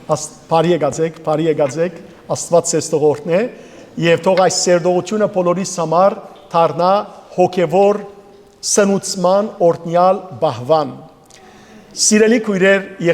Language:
Western Armenian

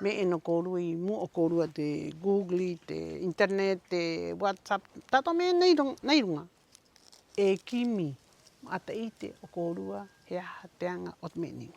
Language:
Rapanui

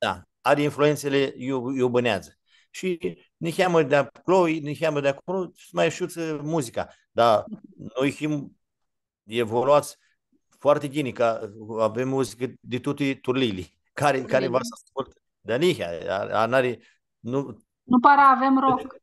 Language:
Aromanian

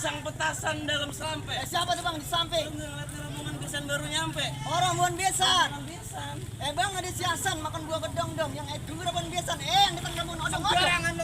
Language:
Betawi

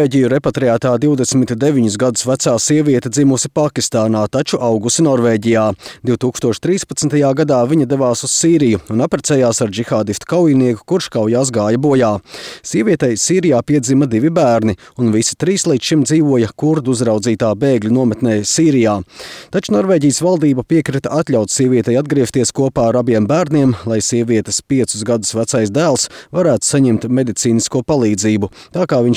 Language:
Latvian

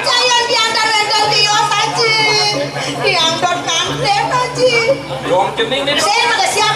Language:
Balinese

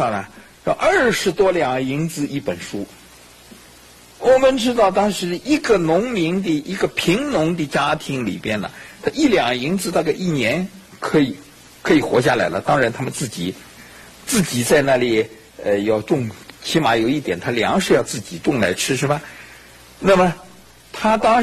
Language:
Chinese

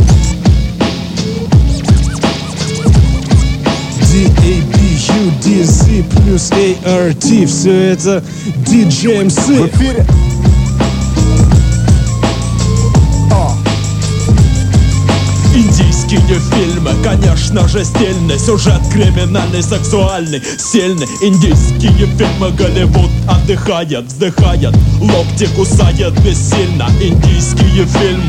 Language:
Russian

